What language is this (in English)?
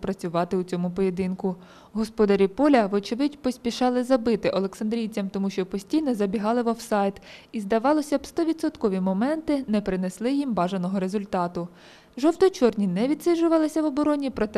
Ukrainian